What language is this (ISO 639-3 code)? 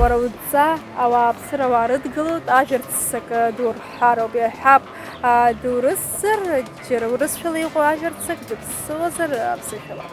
abk